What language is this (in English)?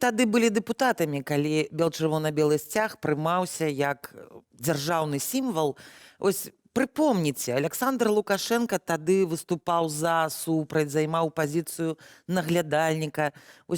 Belarusian